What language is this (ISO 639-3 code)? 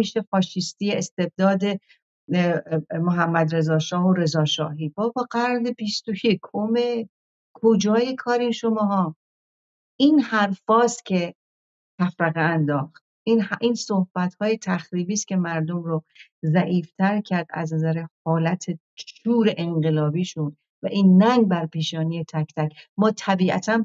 fas